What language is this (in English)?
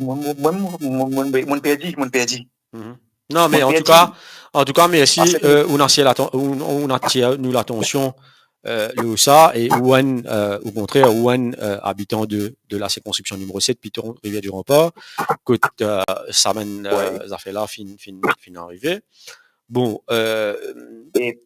Morisyen